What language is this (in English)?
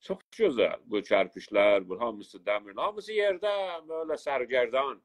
South Azerbaijani